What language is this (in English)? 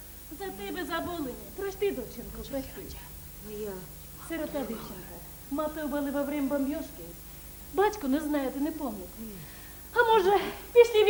Chuvash